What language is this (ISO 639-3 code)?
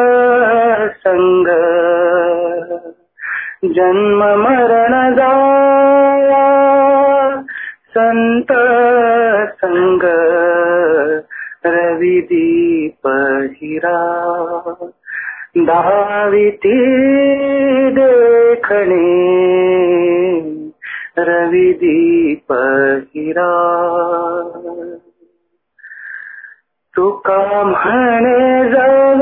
mar